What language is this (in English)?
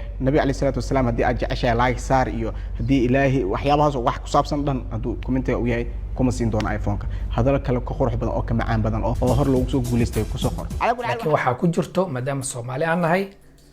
Somali